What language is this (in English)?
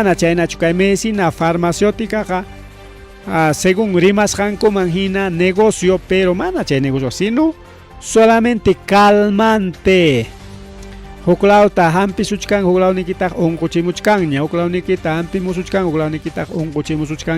Ayacucho Quechua